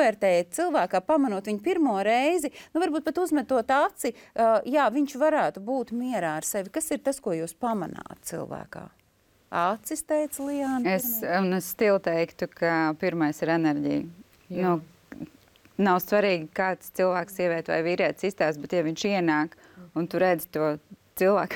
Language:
Latvian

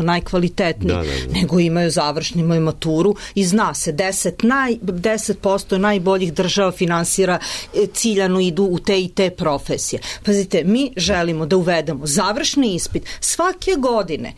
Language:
Serbian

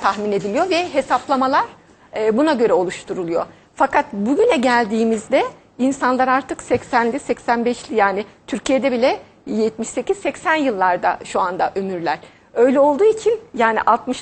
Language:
Turkish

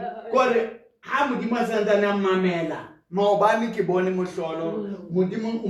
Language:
Southern Sotho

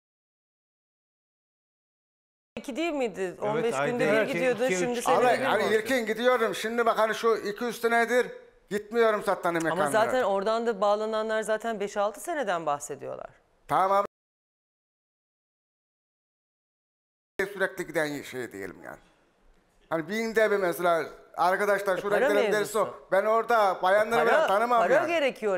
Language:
Turkish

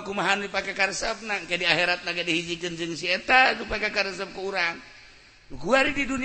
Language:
Sundanese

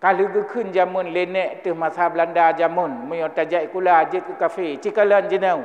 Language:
Achinese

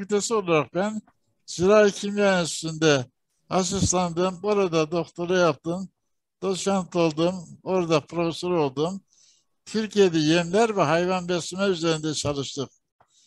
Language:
Turkish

